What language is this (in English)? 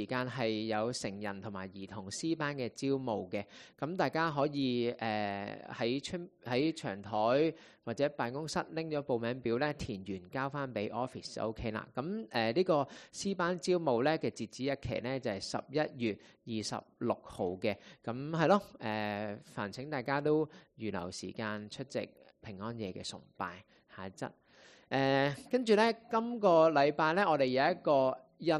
Cantonese